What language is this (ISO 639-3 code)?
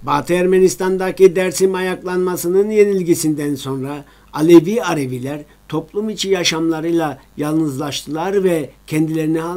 tur